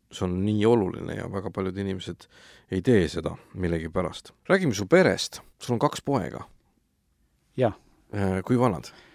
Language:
Estonian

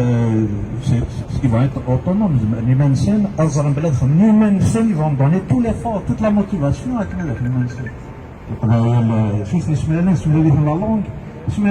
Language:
Kabyle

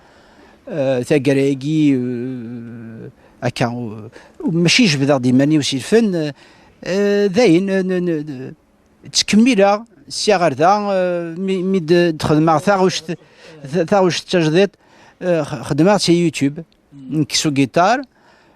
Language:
Kabyle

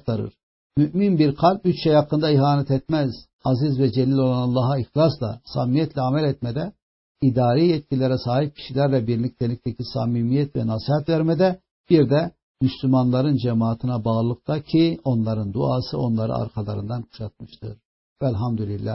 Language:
Turkish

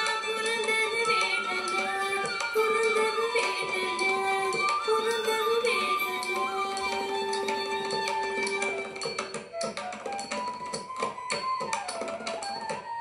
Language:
Kannada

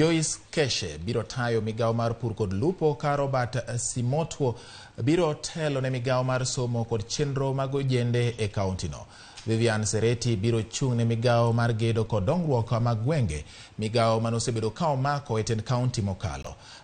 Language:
Luo (Kenya and Tanzania)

